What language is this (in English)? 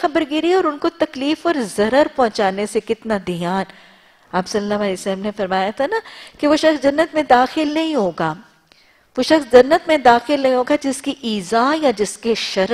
Urdu